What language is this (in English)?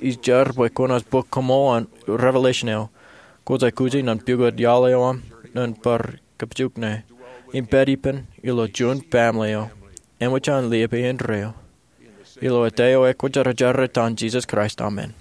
Marshallese